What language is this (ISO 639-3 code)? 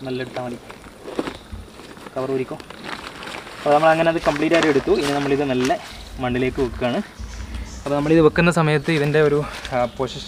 mal